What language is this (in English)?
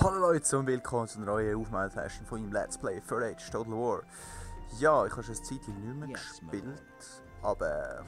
Swiss German